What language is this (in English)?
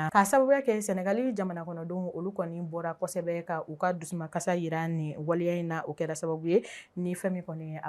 Bambara